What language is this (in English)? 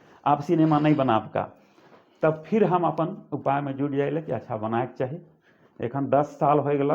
Sadri